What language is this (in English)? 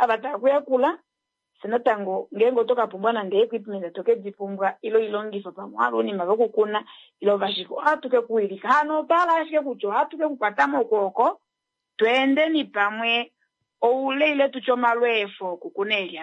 Kuanyama